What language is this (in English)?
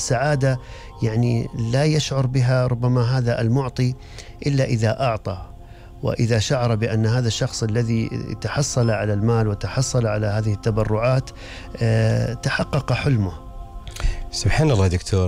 Gulf Arabic